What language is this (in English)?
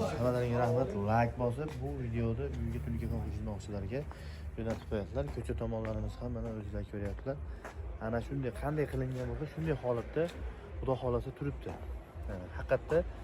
Uzbek